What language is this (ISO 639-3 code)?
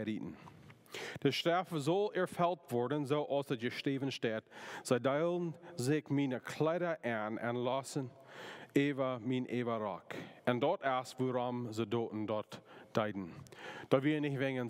pdt